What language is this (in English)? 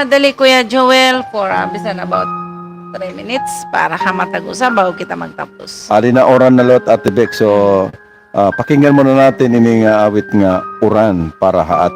Waray